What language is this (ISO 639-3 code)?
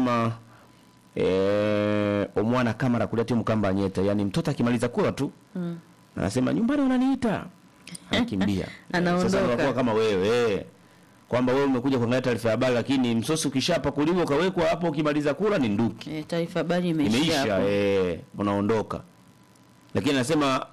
swa